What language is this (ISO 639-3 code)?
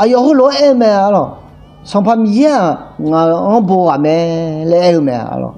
ahk